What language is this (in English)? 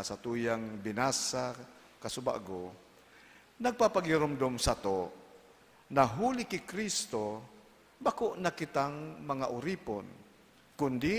Bikol